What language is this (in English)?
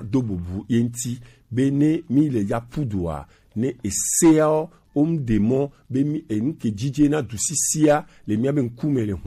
Gen